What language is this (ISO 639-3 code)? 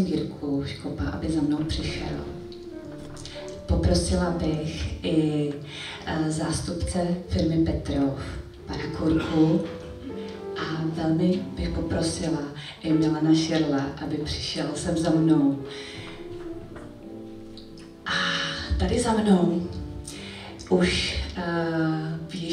ces